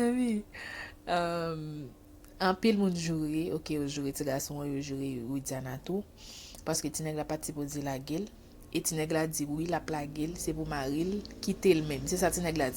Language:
Haitian Creole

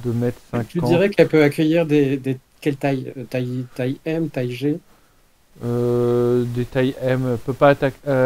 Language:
French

